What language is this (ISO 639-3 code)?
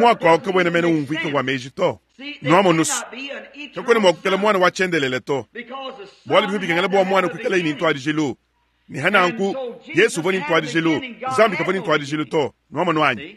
lua